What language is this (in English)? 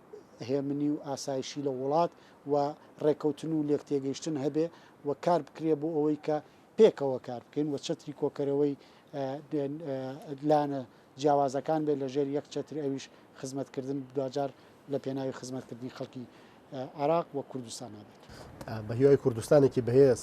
Central Kurdish